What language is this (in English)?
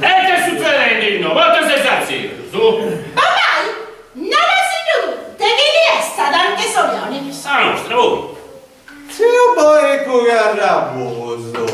Sardinian